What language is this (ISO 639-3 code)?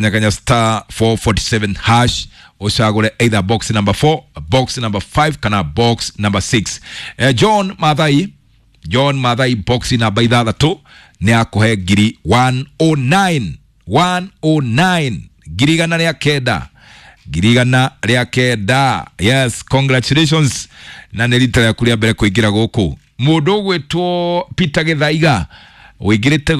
kik